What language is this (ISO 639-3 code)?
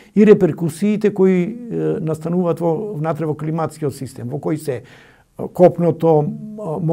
mkd